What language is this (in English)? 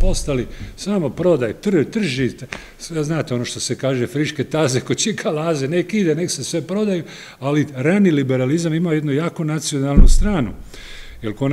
Croatian